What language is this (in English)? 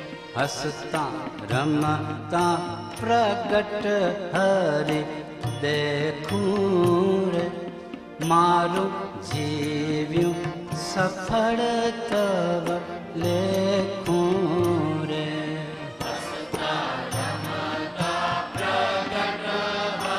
Gujarati